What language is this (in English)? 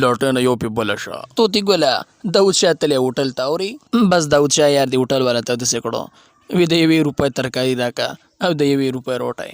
Pashto